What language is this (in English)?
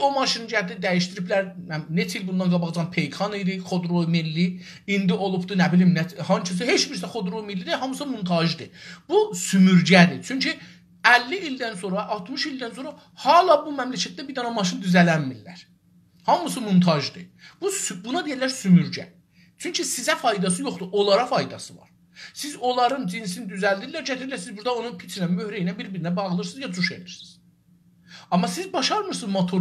South Azerbaijani